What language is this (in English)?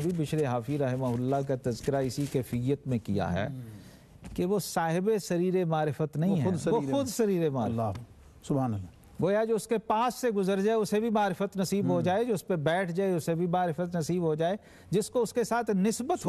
Urdu